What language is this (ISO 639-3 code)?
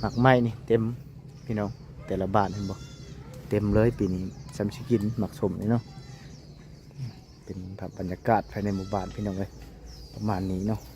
lao